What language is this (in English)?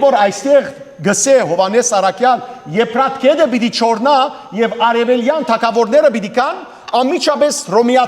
Western Armenian